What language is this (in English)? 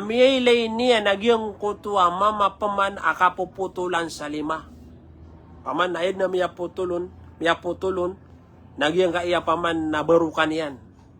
Maranao